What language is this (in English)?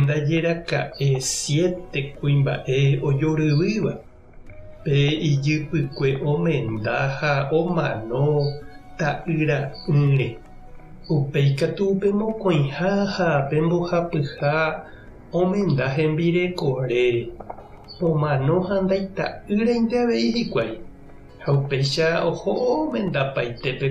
Guarani